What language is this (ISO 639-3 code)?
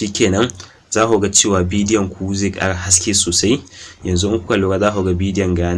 hau